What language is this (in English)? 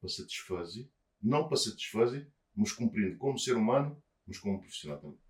Kabuverdianu